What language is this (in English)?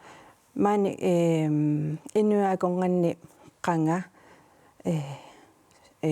Kalaallisut